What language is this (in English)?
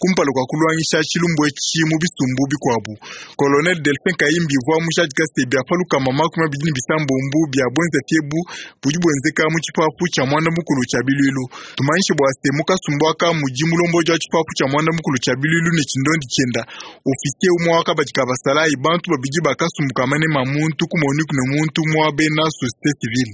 Luba-Lulua